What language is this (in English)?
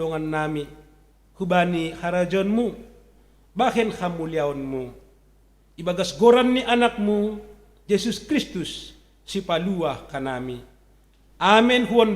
Batak Simalungun